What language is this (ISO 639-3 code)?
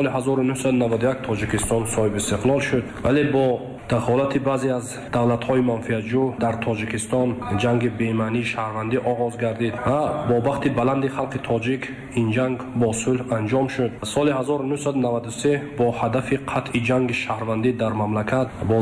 tgk